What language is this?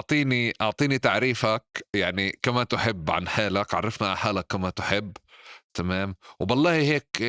North Levantine Arabic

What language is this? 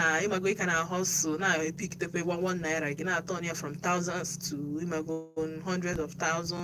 Igbo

